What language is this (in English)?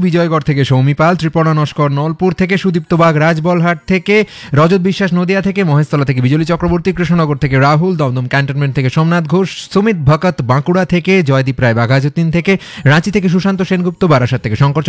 Bangla